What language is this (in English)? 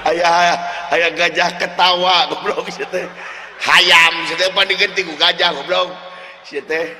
Sundanese